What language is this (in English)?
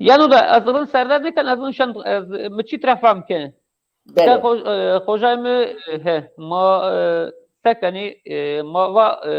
Zaza